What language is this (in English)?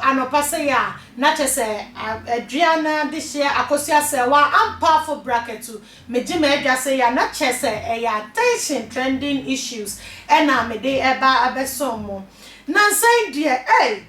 Akan